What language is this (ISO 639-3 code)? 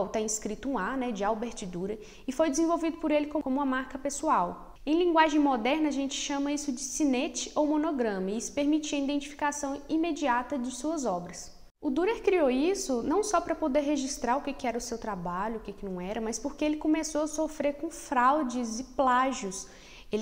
por